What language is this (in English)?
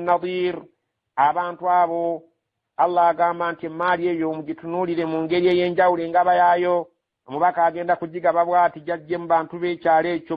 Ganda